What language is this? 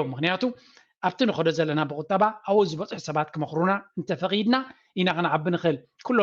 Tigrinya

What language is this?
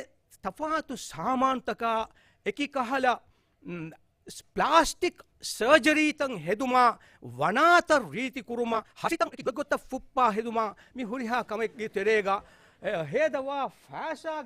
Divehi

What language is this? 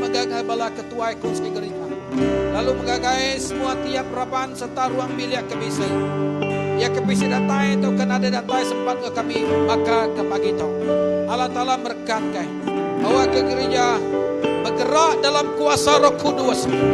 Iban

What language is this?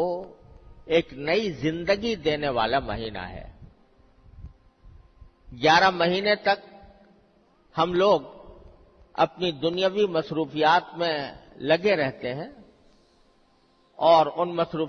Urdu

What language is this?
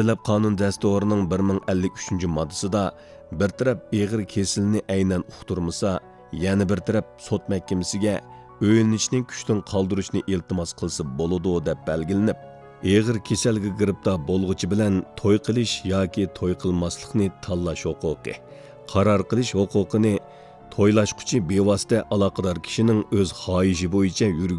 Uyghur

